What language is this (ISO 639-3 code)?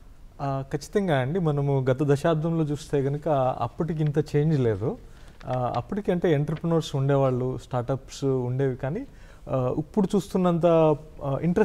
tel